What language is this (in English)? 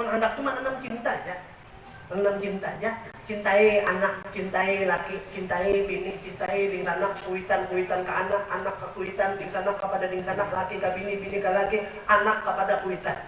Banjar